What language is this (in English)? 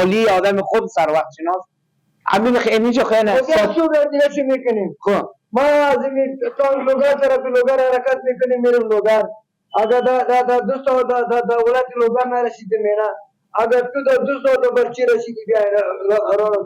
Persian